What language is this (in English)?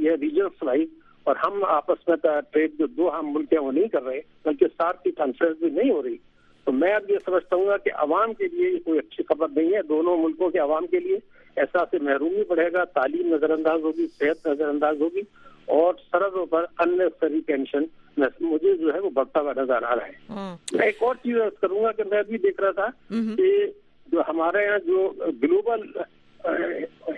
Urdu